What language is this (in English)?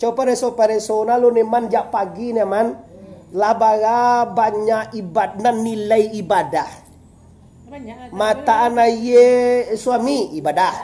Minangkabau